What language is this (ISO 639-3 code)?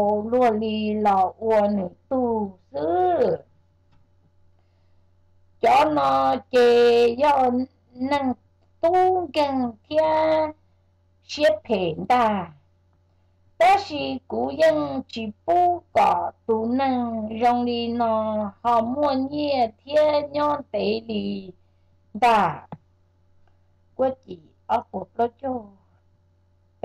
vie